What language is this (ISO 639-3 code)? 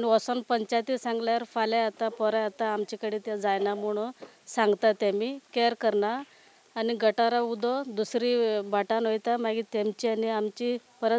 kok